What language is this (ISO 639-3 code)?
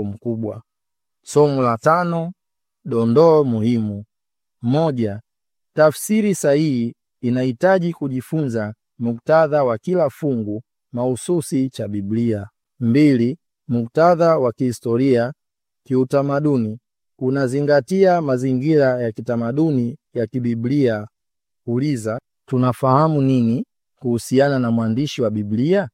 swa